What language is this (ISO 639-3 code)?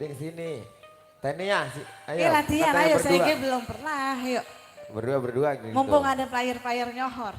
bew